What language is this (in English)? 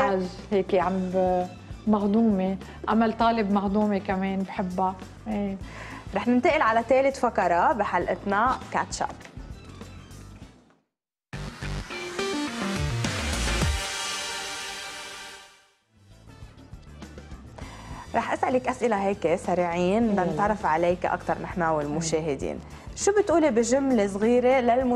North Levantine Arabic